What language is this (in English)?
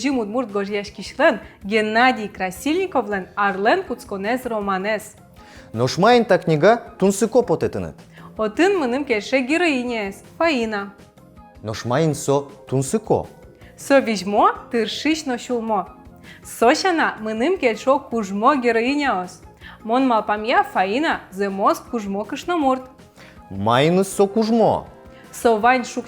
Udmurt